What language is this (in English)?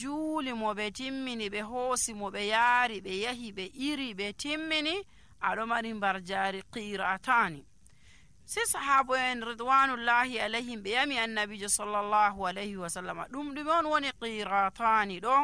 Nigerian Fulfulde